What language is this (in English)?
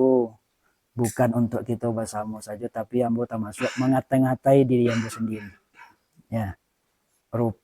Minangkabau